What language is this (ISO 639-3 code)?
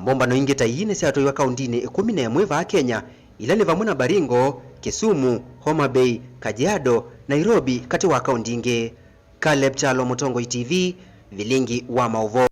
kam